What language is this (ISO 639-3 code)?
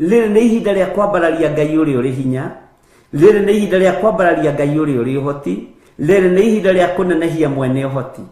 kik